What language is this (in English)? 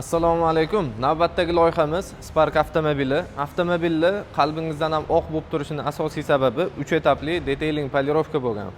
Uzbek